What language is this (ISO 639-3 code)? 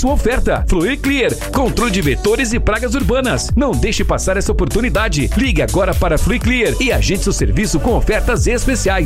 por